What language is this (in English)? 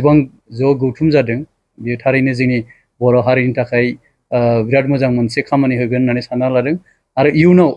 Bodo